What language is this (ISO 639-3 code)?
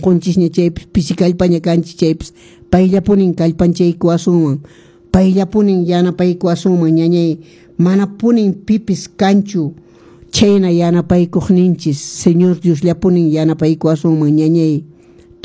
que